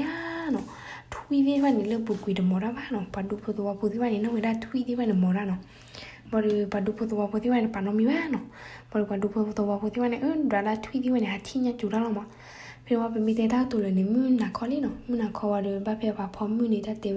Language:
S'gaw Karen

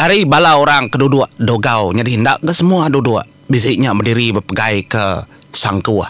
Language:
Iban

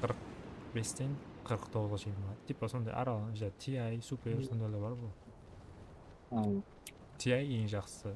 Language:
Kara-Kalpak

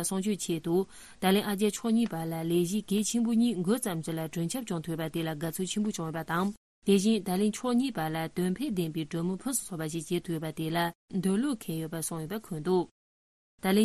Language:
Tibetan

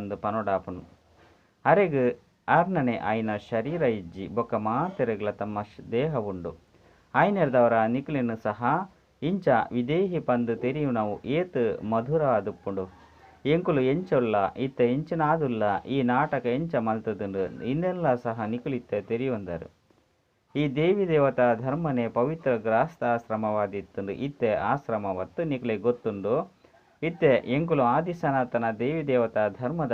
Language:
Tulu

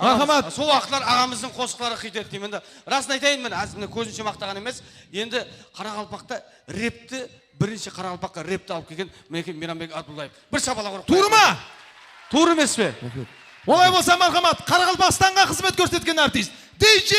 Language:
Kara-Kalpak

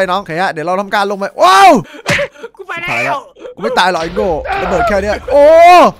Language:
Thai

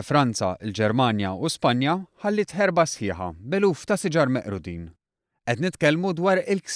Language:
Maltese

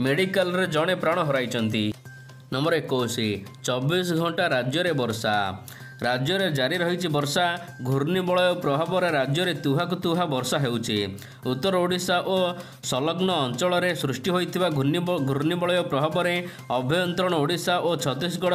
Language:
Odia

